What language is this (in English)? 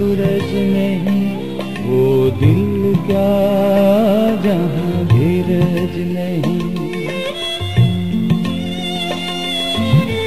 Hindi